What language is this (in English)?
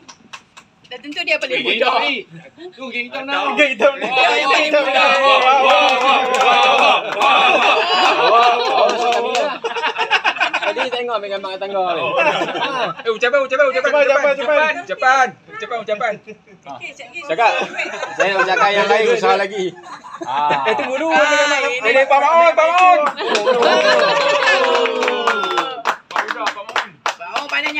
Malay